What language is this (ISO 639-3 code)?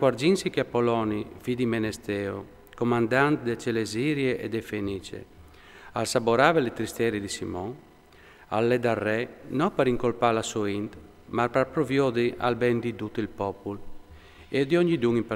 fur